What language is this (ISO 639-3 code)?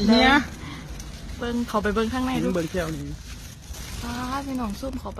lao